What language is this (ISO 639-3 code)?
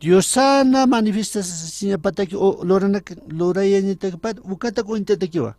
aym